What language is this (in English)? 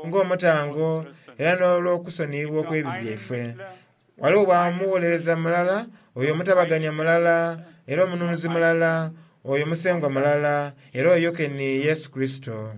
Soga